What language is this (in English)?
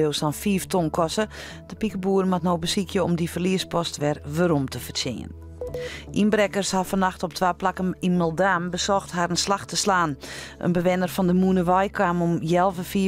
Western Frisian